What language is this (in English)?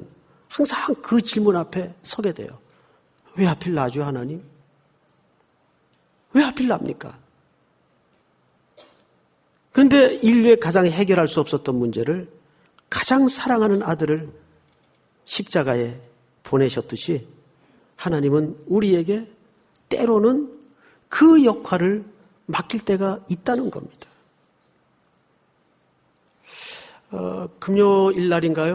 Korean